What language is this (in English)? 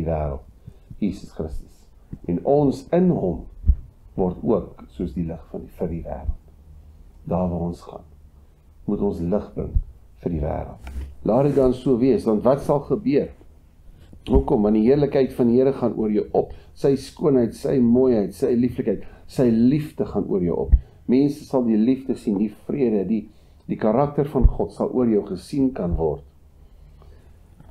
Afrikaans